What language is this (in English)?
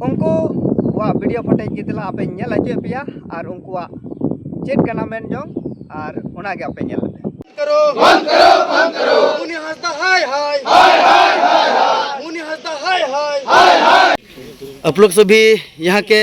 Santali